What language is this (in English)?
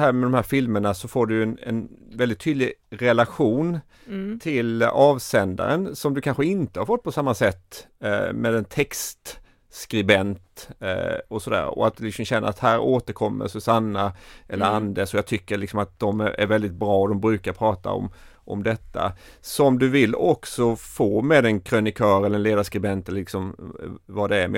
Swedish